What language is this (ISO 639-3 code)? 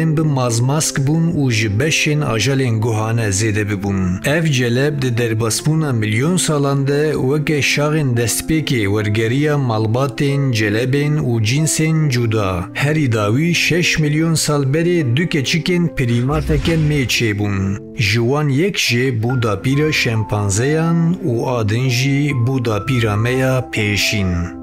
kur